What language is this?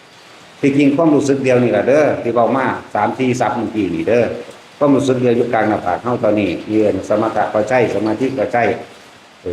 Northeastern Thai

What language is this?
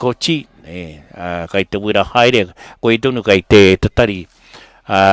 Māori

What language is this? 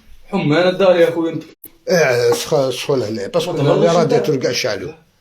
Algerian Arabic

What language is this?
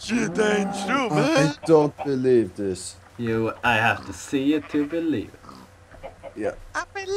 Faroese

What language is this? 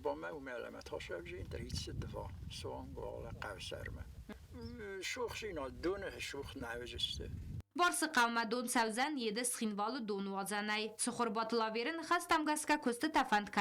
Ossetic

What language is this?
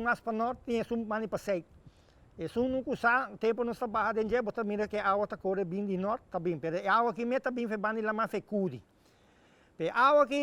Papiamento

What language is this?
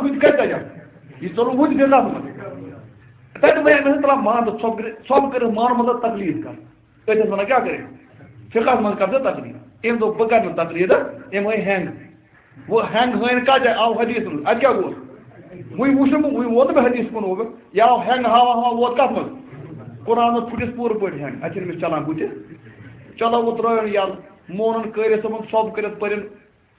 Kashmiri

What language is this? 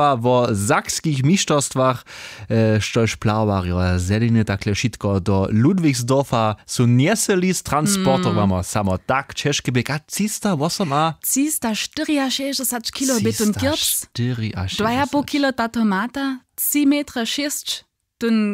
Upper Sorbian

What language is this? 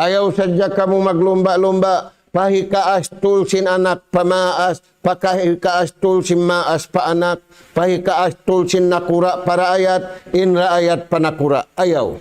Tausug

